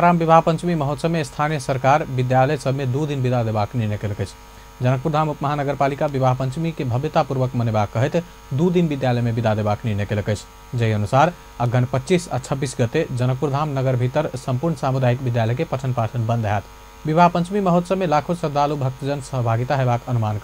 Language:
Maithili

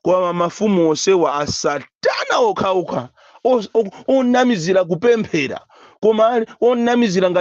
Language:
Nyanja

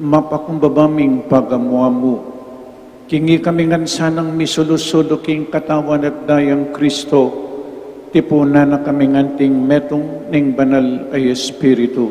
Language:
Pampanga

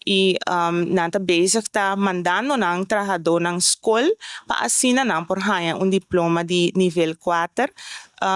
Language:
Papiamento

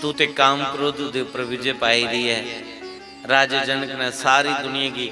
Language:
Dogri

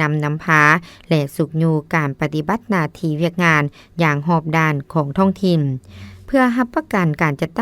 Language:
Lao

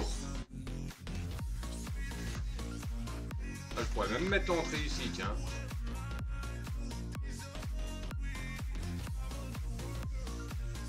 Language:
French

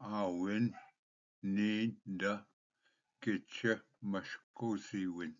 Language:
Ojibwa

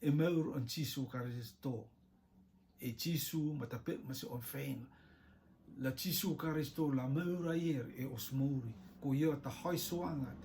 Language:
Rotuman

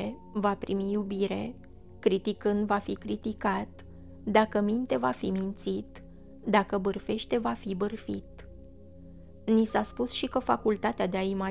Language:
Romanian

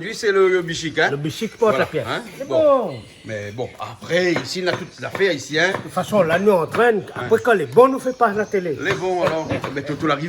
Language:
Réunion Creole French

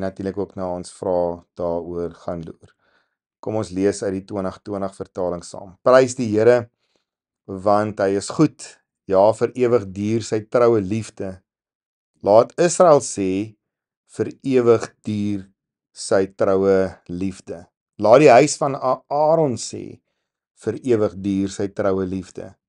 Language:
Afrikaans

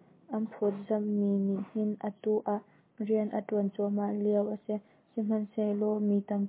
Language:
Hakha Chin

